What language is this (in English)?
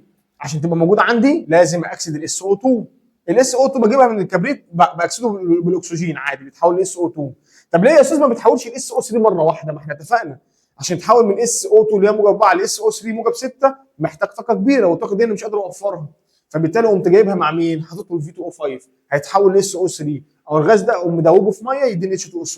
Egyptian Arabic